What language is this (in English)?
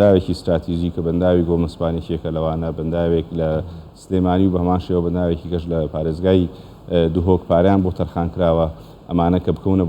Central Kurdish